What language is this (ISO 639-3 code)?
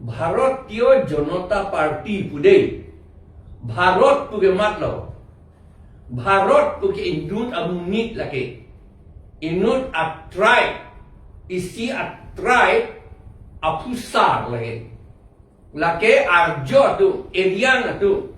mjw